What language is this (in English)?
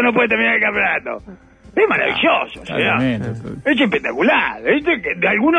Spanish